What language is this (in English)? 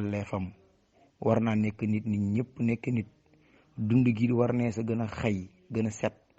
Wolof